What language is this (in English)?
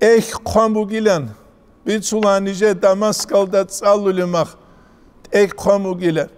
Avaric